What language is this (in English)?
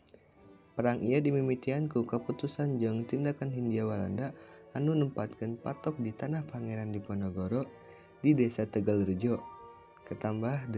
Sundanese